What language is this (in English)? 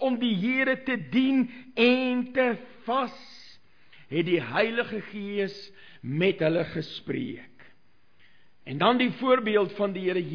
Afrikaans